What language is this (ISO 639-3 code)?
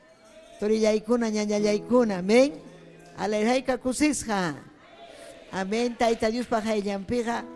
quy